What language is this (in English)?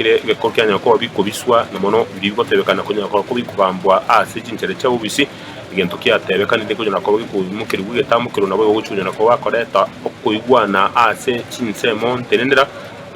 Gusii